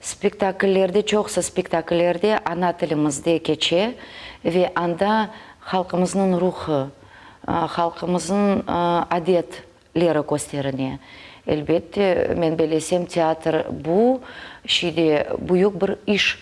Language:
Crimean Tatar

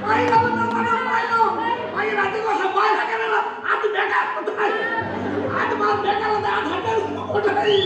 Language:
Konkani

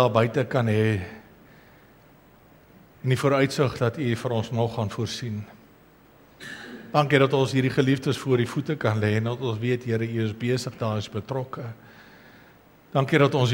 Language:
Afrikaans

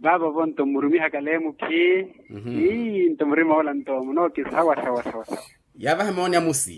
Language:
Makhuwa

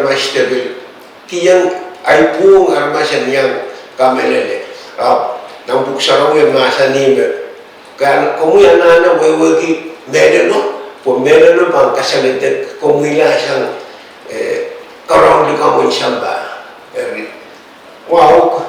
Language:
Pohnpeian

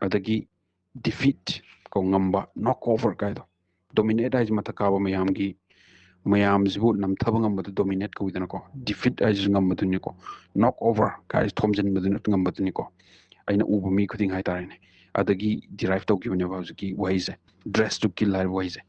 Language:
Manipuri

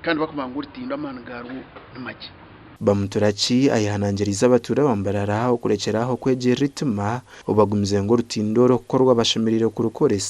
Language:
Nyankole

